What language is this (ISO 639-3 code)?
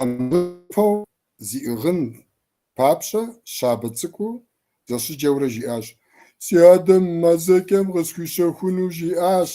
kbd